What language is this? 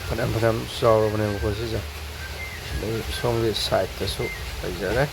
Manipuri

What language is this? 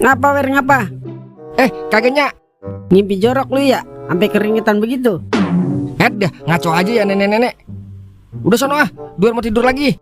Betawi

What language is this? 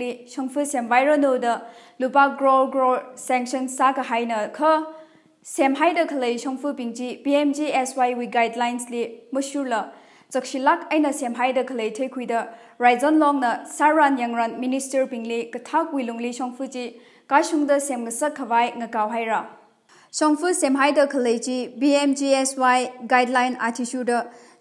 Tangkhul Naga (India)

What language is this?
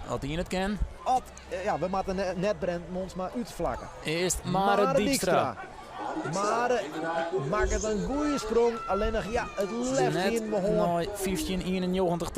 Western Frisian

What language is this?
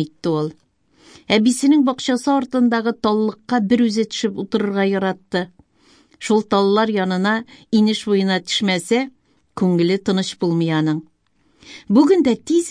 Tatar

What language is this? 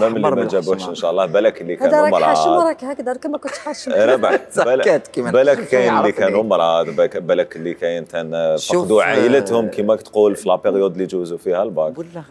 Algerian Arabic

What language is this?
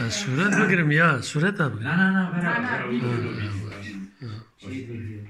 Kurdish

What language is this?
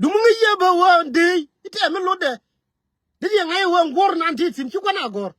Nuer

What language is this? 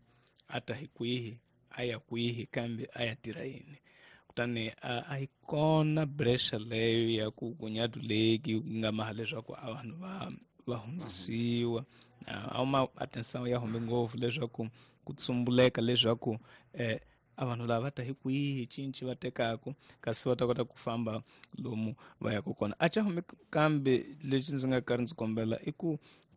Tsonga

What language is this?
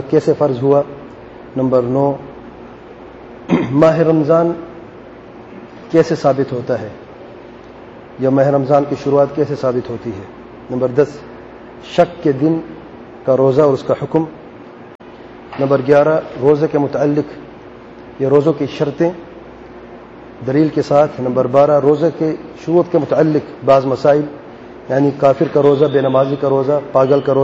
Urdu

